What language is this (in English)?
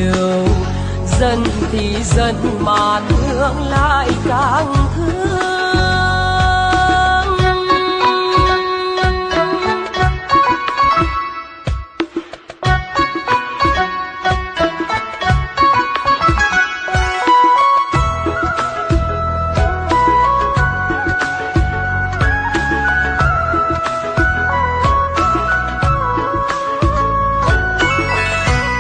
Vietnamese